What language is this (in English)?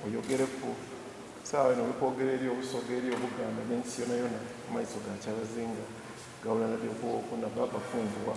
Soga